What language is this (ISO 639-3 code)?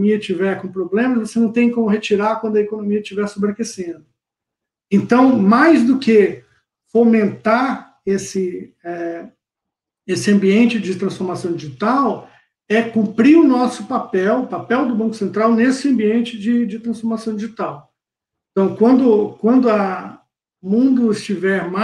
por